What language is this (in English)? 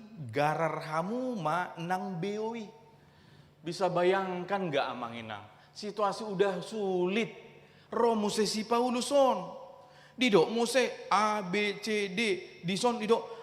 Batak Toba